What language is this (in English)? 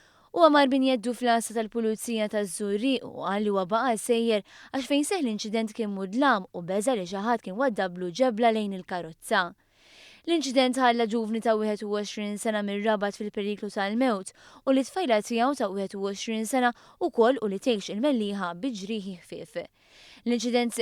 Maltese